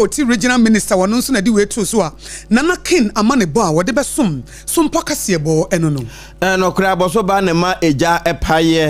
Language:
Akan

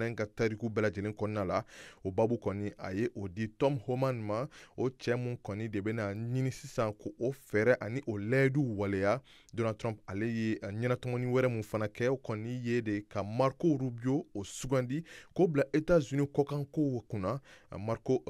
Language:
Bambara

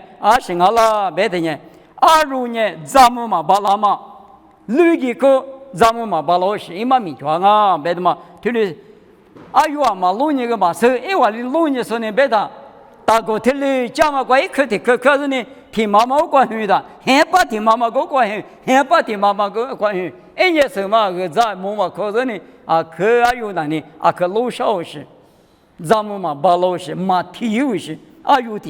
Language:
Lisu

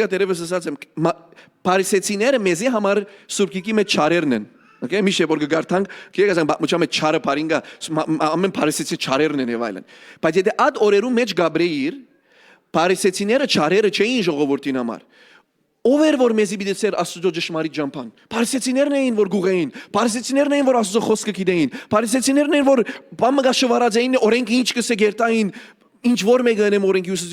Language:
Western Armenian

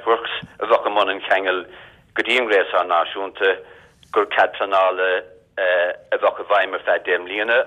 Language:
Irish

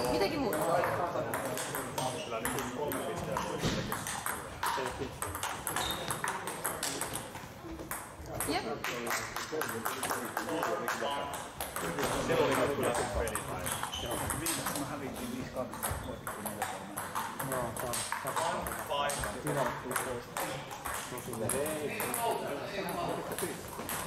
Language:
Finnish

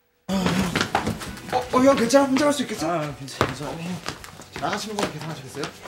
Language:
Korean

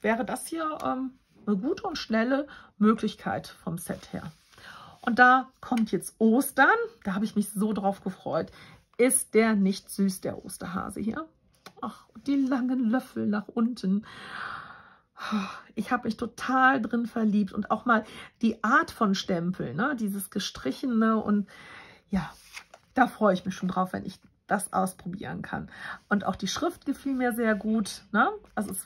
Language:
German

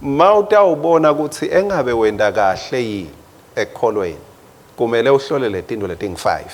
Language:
Swati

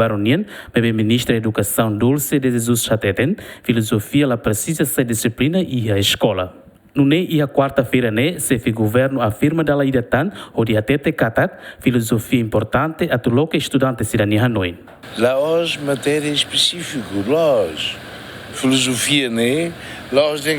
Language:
Tetum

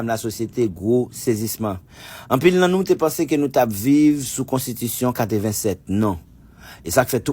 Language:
Haitian Creole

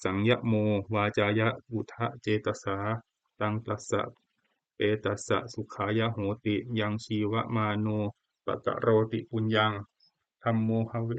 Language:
Pali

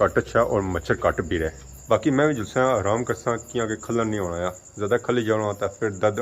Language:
Pahari-Potwari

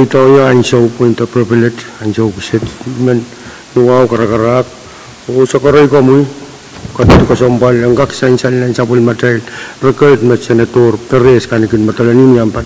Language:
Pohnpeian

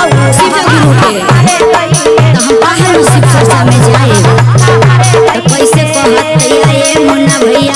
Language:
Magahi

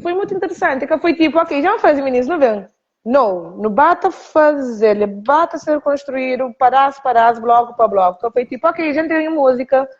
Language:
Kabuverdianu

